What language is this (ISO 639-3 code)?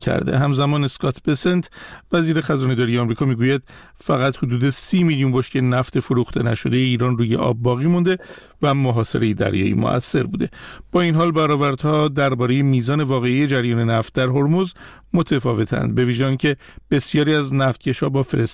fas